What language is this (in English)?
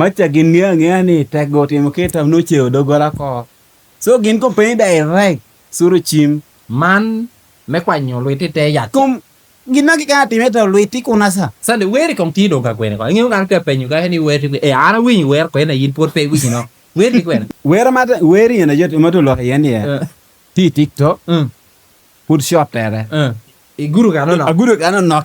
Lango (Uganda)